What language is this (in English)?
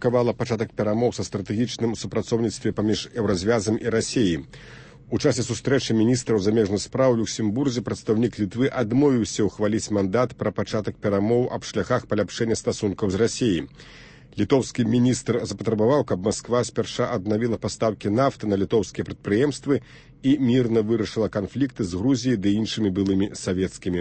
Belarusian